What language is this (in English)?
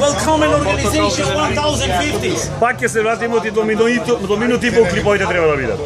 Macedonian